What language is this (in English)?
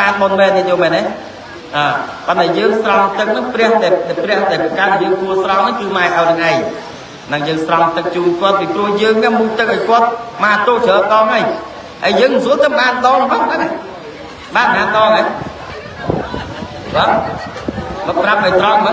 Khmer